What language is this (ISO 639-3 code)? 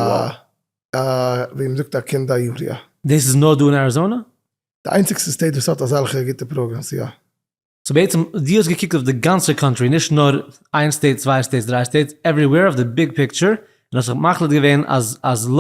yid